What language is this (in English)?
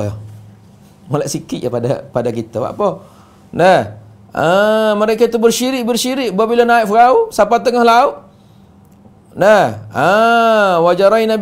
Malay